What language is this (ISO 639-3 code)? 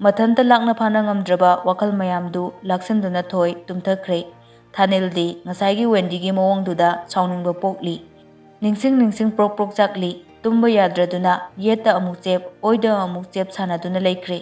mni